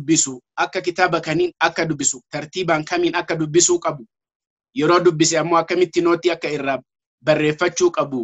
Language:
Oromo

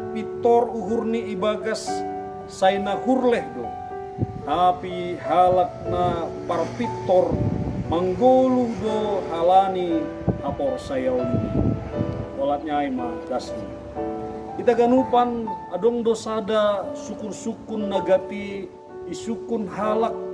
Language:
Batak Simalungun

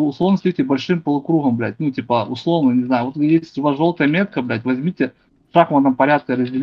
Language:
Russian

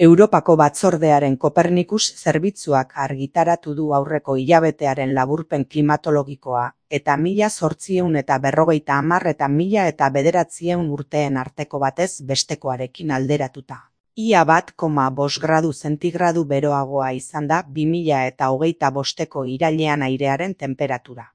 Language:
Basque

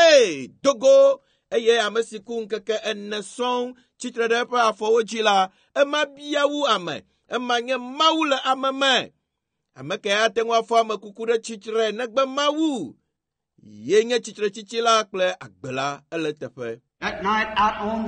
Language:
Ewe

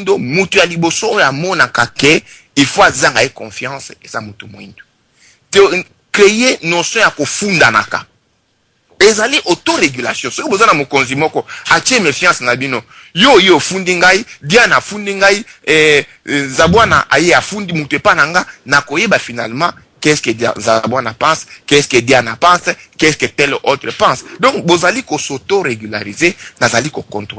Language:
Lingala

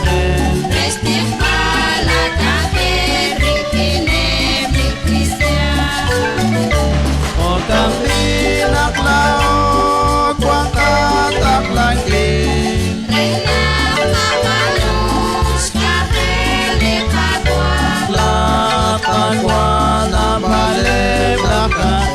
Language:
Kekchí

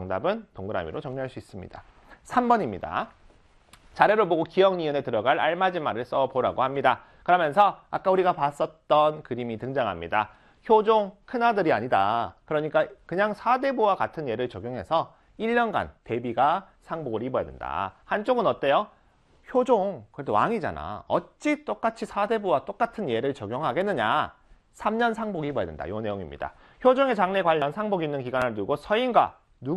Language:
Korean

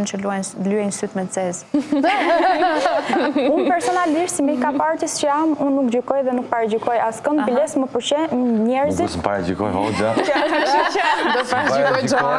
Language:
Albanian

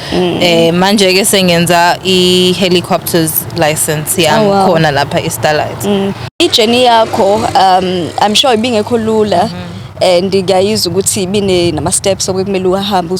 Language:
Zulu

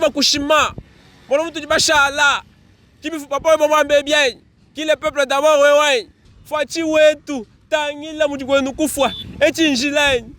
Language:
Luba-Lulua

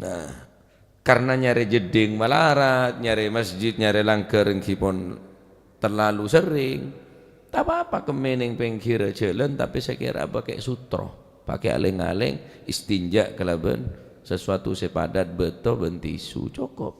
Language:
Madurese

